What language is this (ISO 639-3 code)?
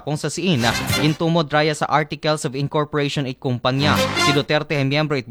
akl